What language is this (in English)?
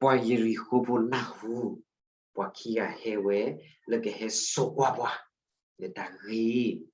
S'gaw Karen